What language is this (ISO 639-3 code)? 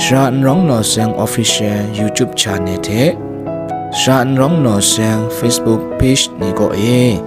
kac